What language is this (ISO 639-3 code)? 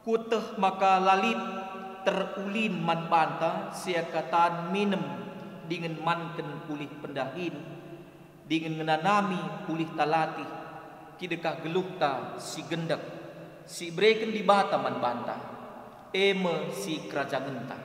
btx